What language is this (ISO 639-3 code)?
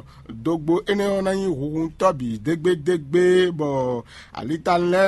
fon